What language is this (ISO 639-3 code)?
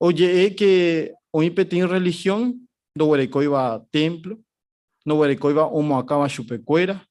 grn